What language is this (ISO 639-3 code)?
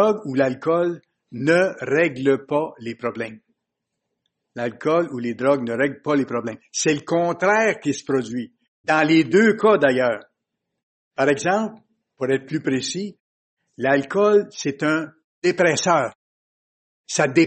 fra